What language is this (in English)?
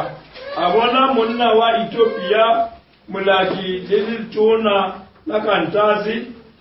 Northern Sotho